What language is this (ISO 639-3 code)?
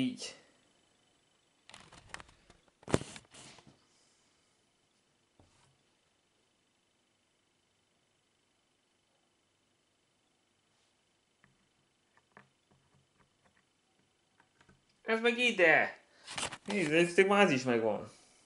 hun